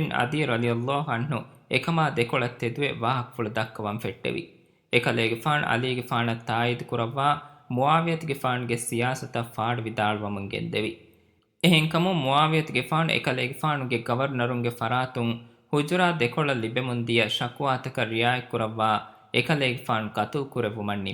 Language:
Divehi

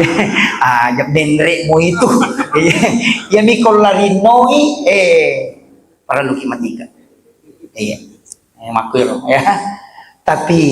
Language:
Buginese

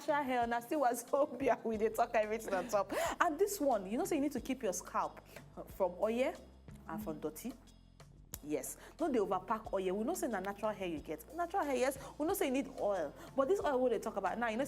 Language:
Nigerian Pidgin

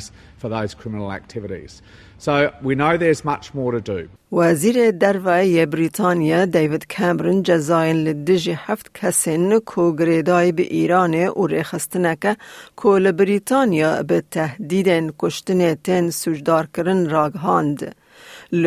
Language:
Kurdish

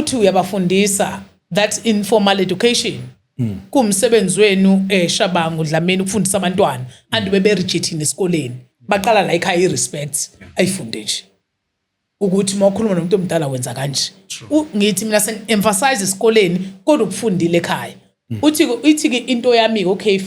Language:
Zulu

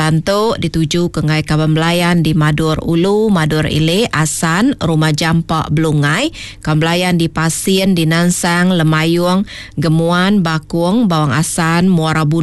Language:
Iban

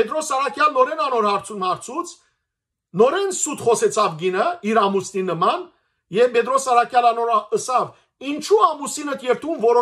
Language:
Western Armenian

